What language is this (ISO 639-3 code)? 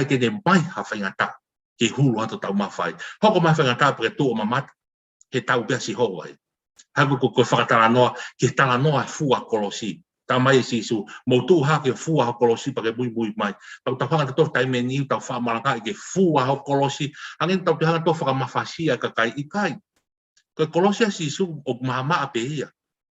ton